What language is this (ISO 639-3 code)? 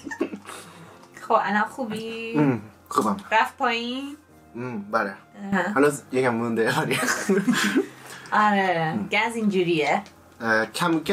fas